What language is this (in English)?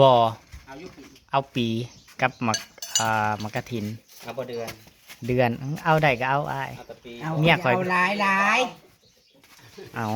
Northeastern Thai